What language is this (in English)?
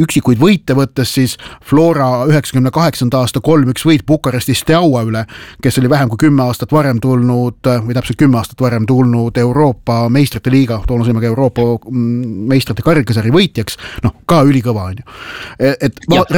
Estonian